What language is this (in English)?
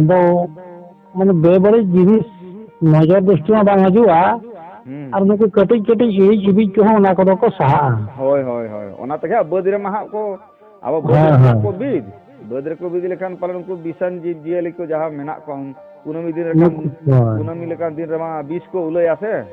Santali